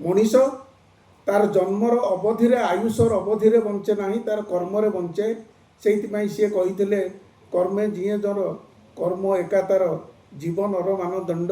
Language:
Odia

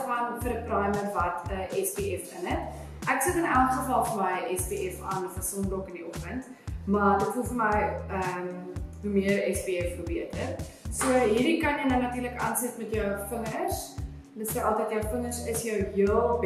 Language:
Afrikaans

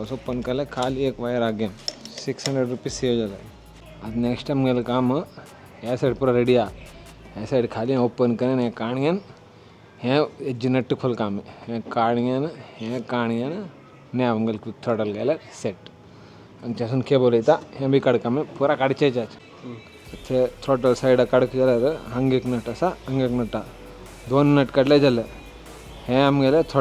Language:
Konkani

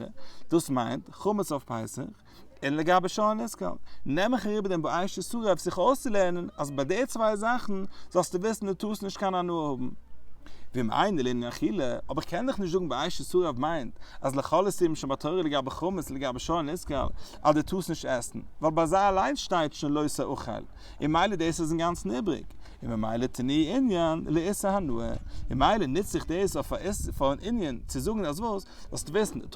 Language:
Yiddish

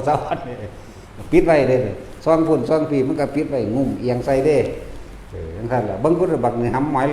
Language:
Northeastern Thai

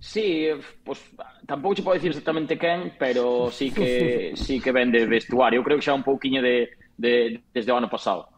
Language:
Galician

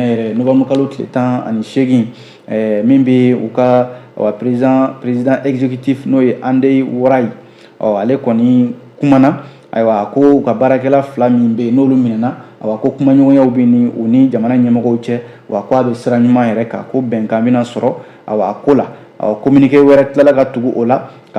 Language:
Bambara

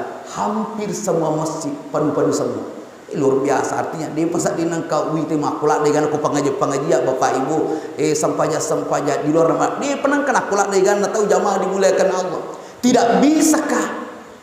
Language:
Buginese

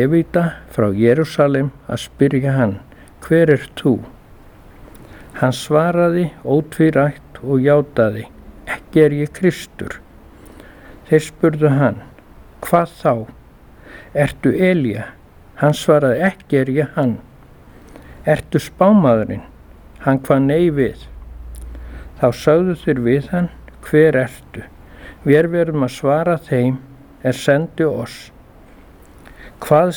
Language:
Icelandic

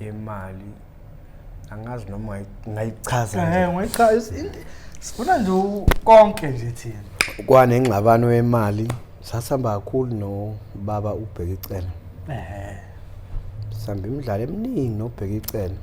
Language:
Zulu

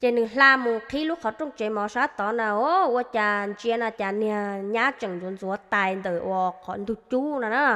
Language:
Hmong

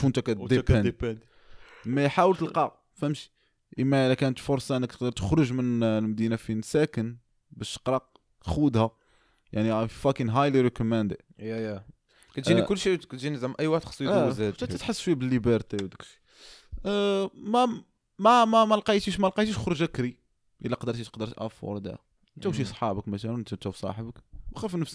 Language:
Moroccan Arabic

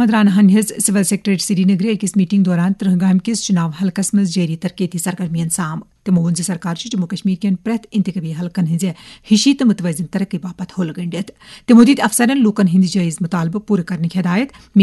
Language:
Kashmiri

